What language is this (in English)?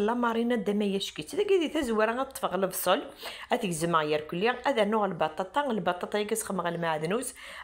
Kabyle